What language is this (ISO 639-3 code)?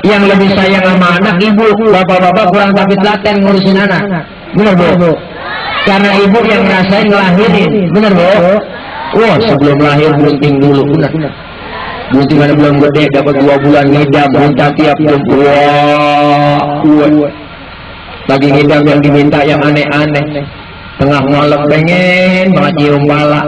bew